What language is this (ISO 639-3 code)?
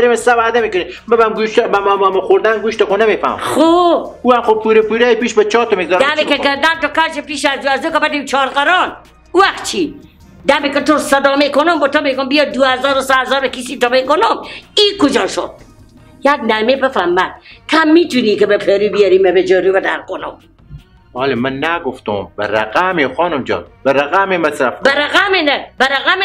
fas